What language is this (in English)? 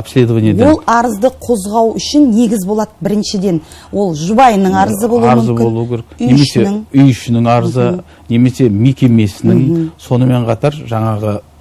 Kazakh